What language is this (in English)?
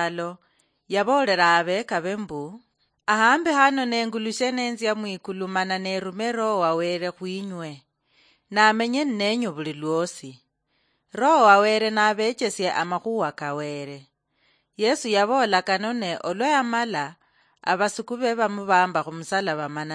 Luyia